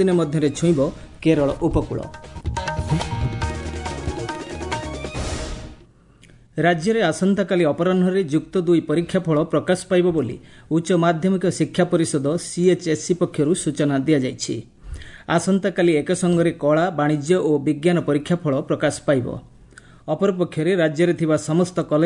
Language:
Odia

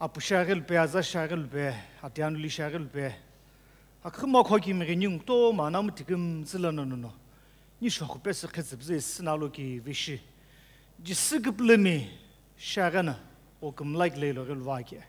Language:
Sumi Naga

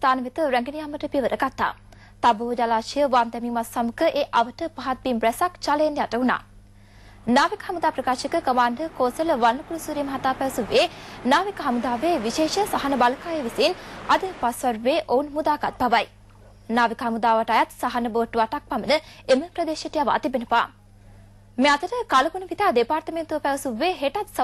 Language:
Sinhala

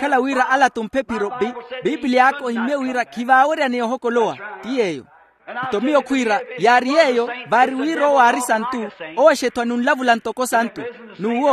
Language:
Makhuwa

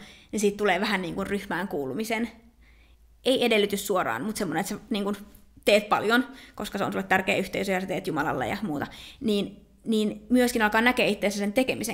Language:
Finnish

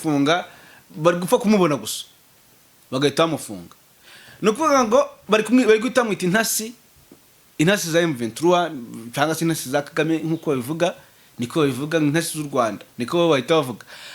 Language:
Kinyarwanda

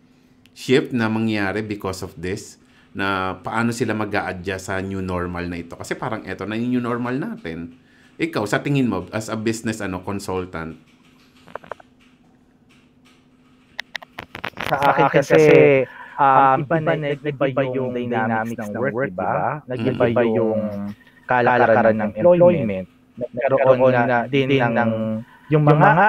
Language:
Filipino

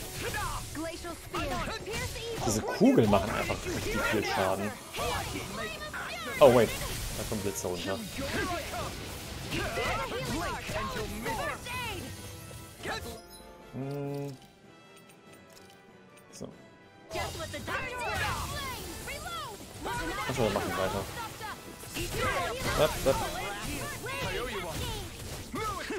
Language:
German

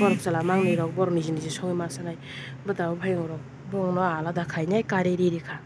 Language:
Kok Borok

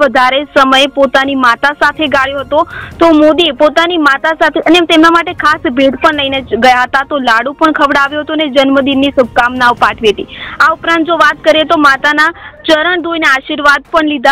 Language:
Gujarati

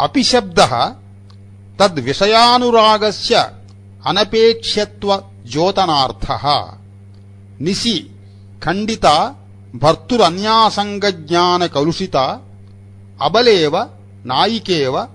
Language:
Sanskrit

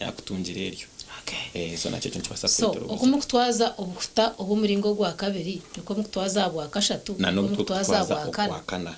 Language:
Nyankole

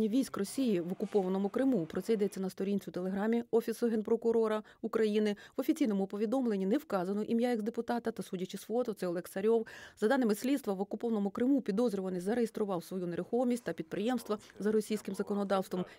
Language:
Ukrainian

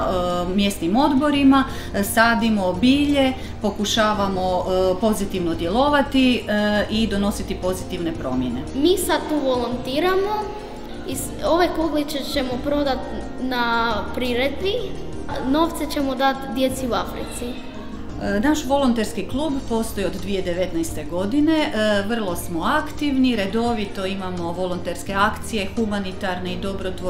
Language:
Croatian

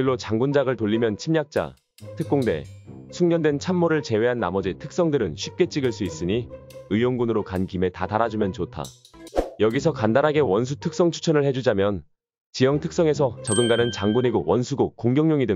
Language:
Korean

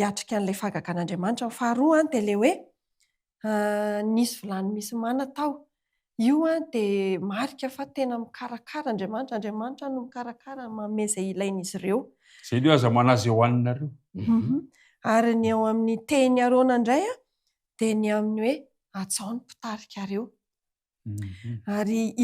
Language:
Malagasy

